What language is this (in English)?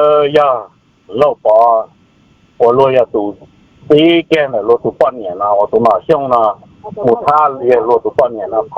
Hmong